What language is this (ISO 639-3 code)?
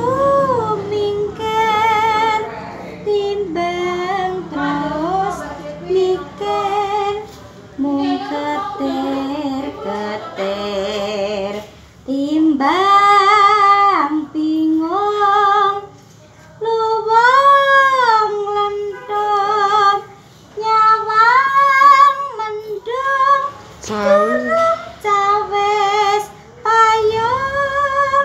jav